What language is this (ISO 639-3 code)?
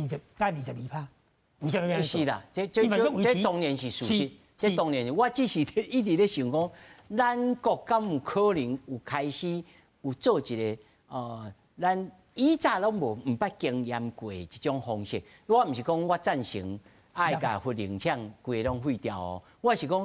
nan